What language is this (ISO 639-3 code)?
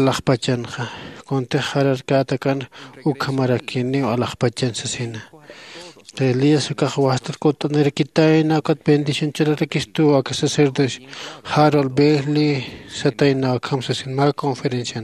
aym